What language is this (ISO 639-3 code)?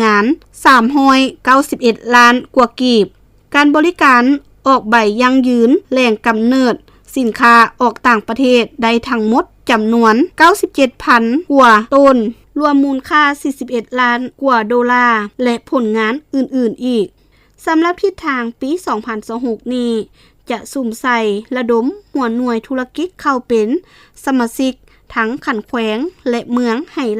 lao